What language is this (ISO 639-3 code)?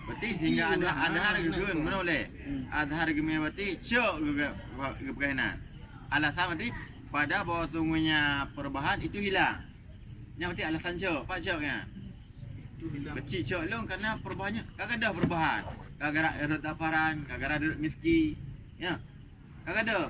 ace